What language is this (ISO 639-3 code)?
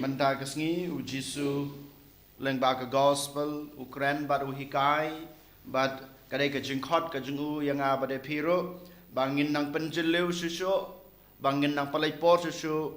kha